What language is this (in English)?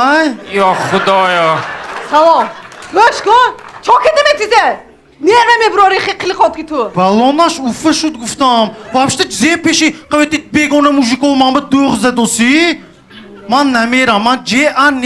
Tajik